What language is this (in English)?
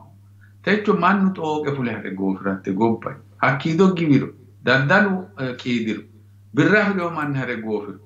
Sidamo